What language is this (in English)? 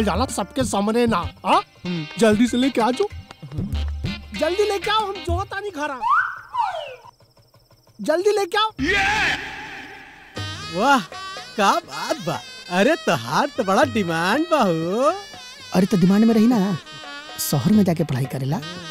Bhojpuri